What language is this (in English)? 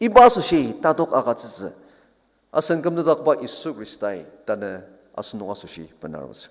Ao Naga